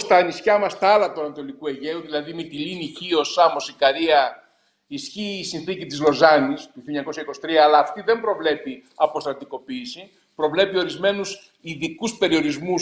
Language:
Greek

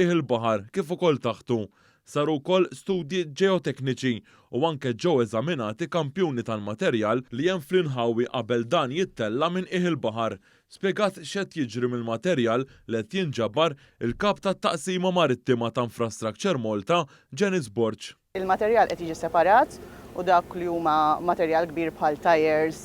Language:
Maltese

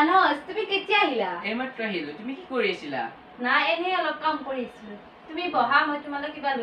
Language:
Assamese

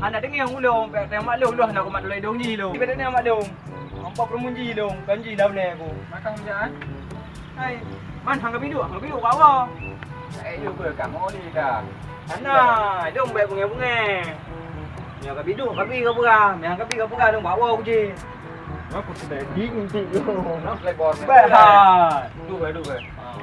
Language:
Achinese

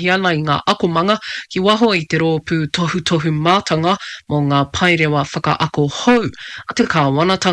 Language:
Māori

